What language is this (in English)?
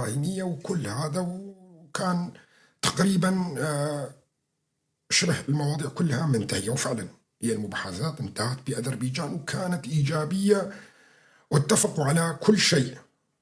North Levantine Arabic